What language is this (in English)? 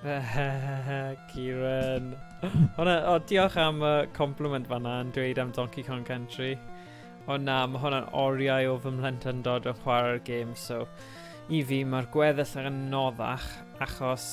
Welsh